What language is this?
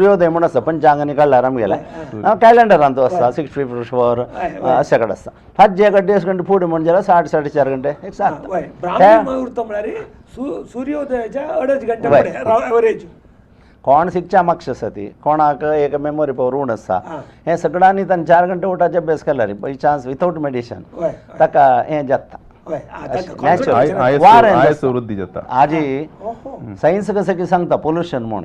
Konkani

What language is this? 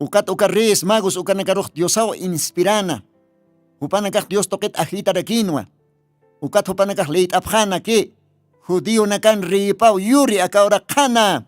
Aymara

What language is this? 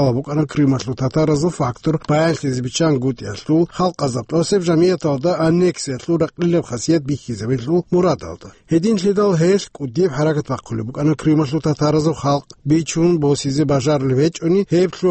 Avaric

